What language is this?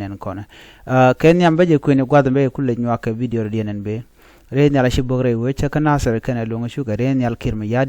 Nuer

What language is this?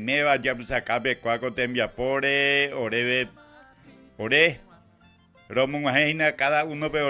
Guarani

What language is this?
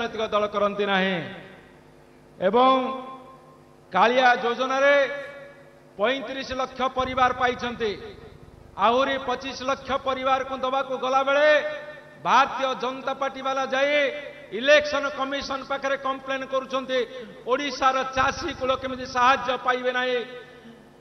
Odia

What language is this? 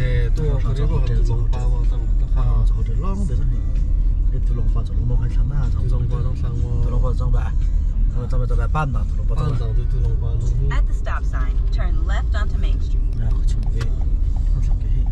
Hakha Chin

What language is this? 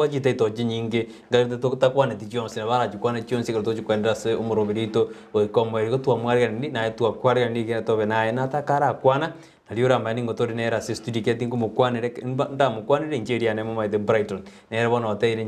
Gusii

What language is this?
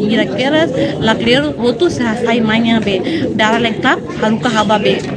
Tetum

